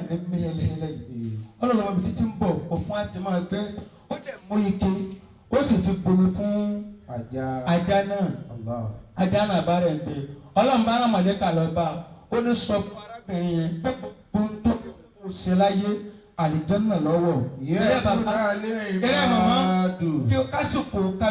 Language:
Yoruba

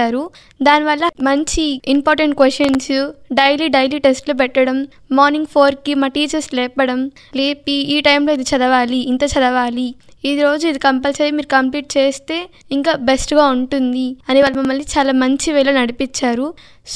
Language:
Telugu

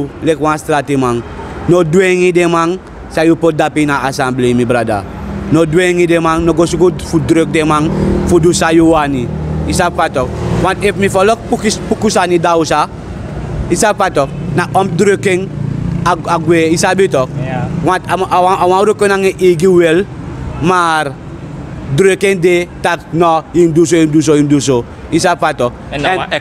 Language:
Sranan Tongo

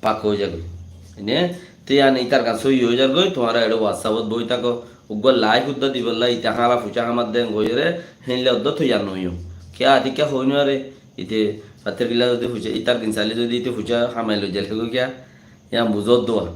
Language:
Rohingya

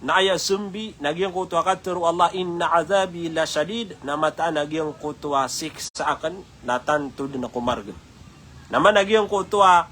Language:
Maranao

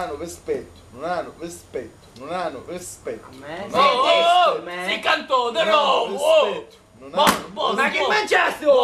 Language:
Sicilian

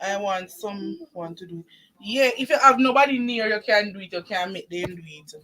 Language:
Jamaican Creole English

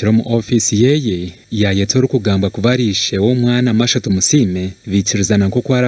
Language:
Nyankole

